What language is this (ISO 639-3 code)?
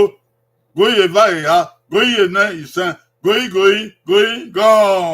bin